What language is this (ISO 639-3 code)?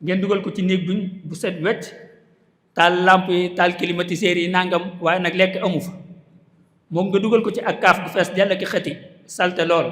wol